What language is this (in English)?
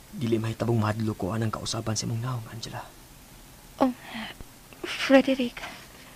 Cebuano